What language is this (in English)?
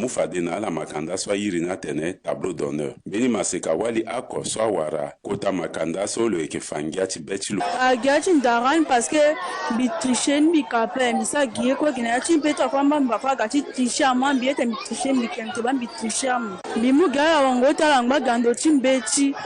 Sango